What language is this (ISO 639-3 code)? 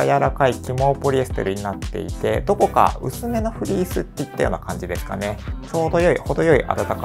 jpn